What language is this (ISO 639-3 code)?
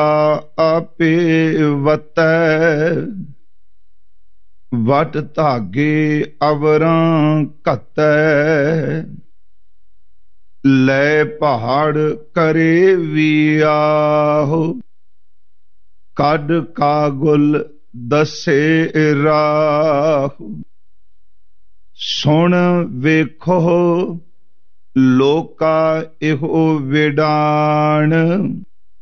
pan